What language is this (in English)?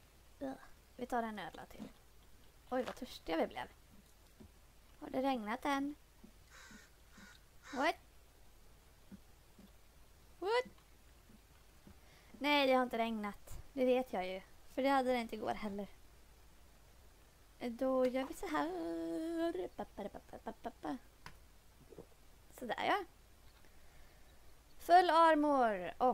Swedish